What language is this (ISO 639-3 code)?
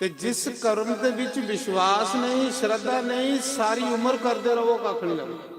doi